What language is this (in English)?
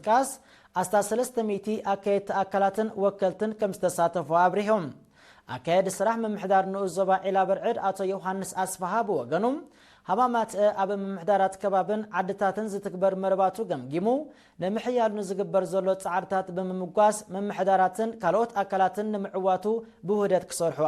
Tigrinya